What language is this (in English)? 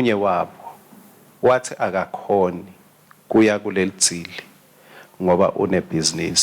Swati